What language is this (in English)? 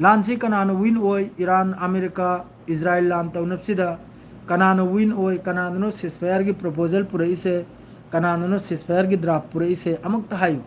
Manipuri